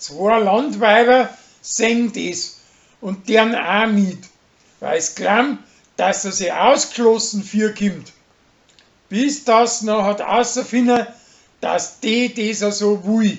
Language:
Bavarian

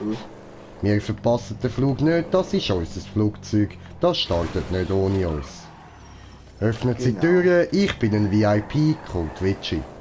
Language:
Swiss German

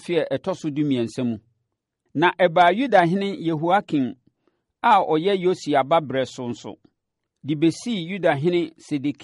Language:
Akan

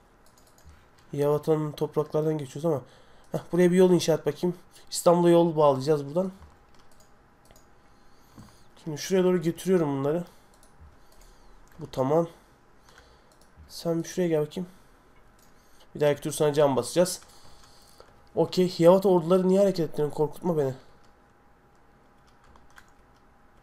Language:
Turkish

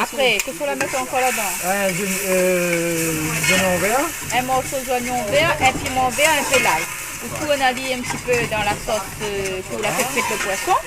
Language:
Réunion Creole French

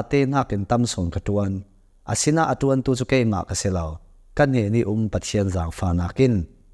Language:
Hakha Chin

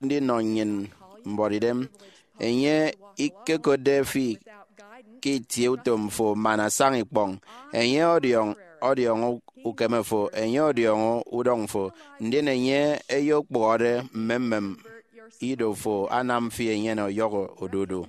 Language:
Efik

